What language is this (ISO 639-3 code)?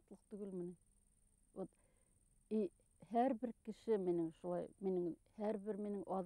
bak